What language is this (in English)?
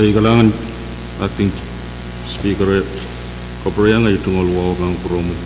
Pohnpeian